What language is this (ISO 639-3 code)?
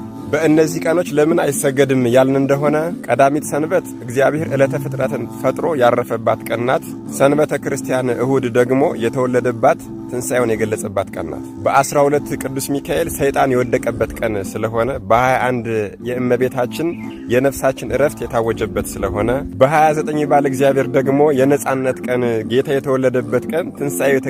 amh